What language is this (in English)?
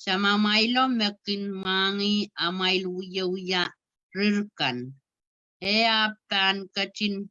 Pohnpeian